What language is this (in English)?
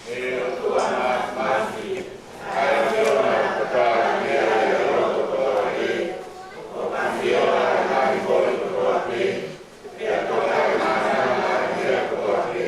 Tongan